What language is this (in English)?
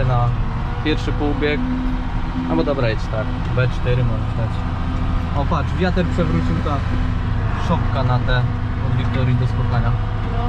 Silesian